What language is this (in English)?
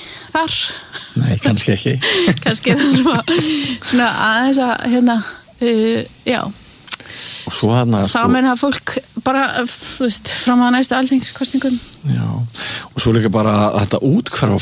Icelandic